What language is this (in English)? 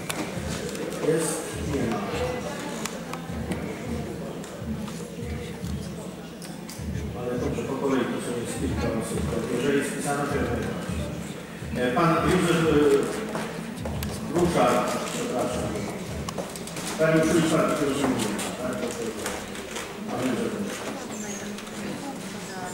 Polish